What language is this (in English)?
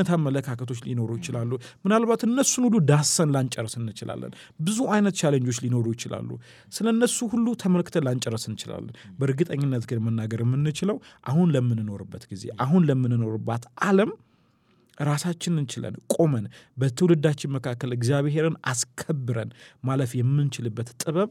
Amharic